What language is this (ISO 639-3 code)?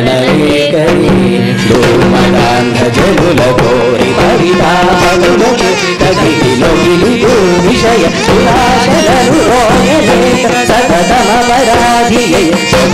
tel